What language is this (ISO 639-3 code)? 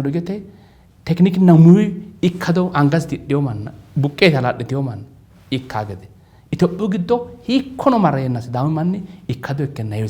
sid